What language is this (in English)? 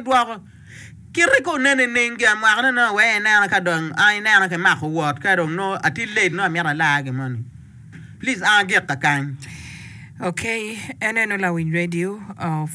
Acoli